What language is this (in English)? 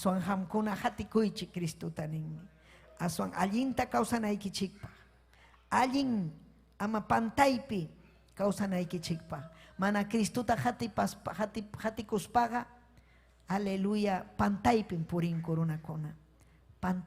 Ayacucho Quechua